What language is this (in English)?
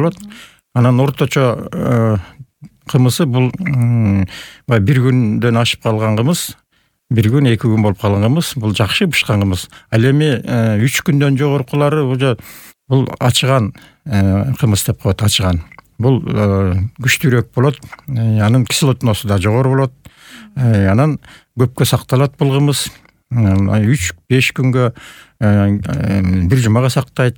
Kyrgyz